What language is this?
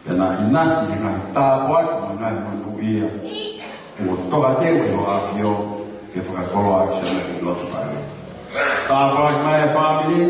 Tongan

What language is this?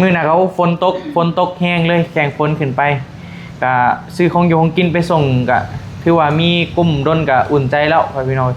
Northeastern Thai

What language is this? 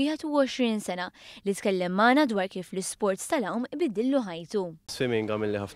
Maltese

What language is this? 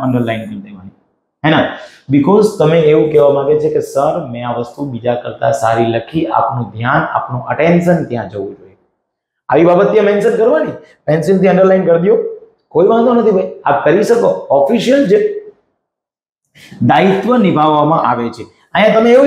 Gujarati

